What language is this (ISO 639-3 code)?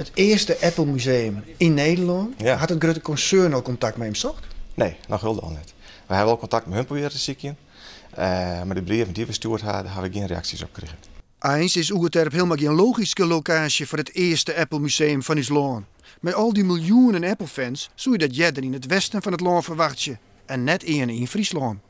fry